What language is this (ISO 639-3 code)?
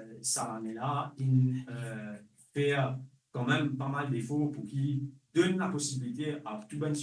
mfe